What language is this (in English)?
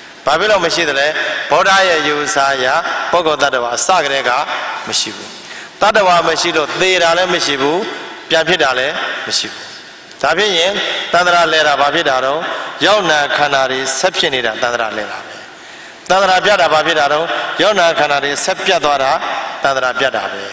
Burmese